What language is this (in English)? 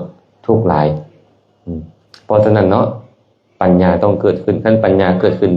Lao